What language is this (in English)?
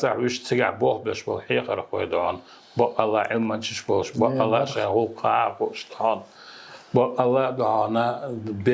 Chechen